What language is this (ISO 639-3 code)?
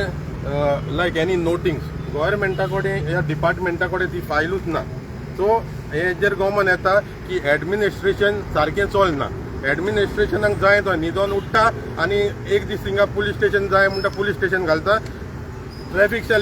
kok